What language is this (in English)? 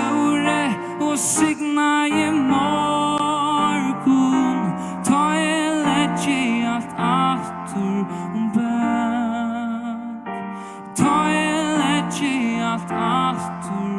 Faroese